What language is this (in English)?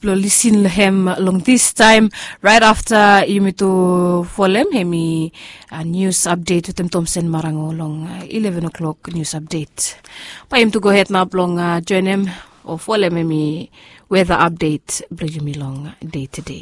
Bislama